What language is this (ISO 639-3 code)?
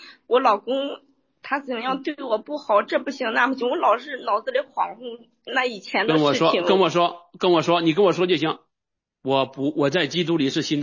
zho